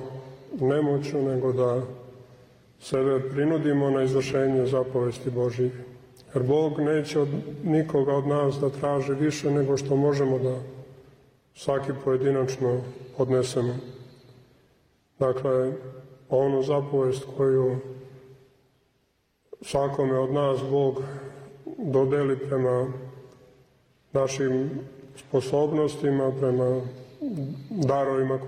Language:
Serbian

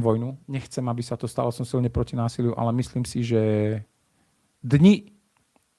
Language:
Slovak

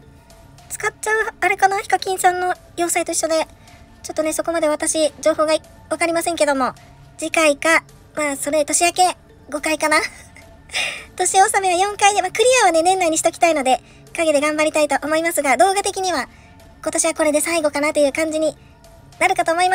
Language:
Japanese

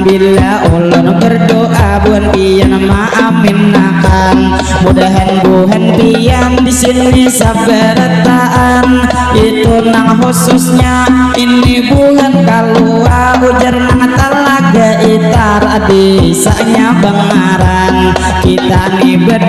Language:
Banjar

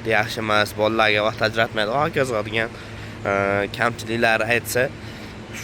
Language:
Uzbek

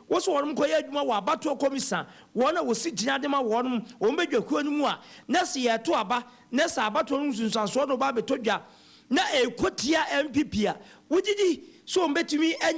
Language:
Akan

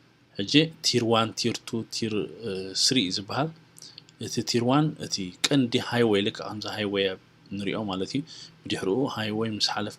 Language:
Tigrinya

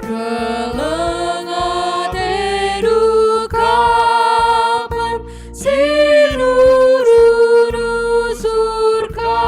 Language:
Batak Karo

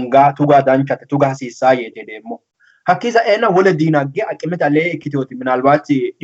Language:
Sidamo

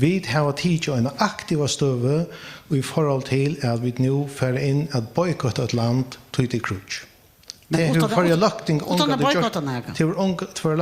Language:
Faroese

